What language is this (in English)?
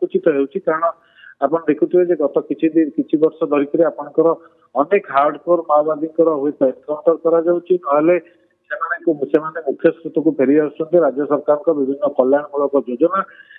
Odia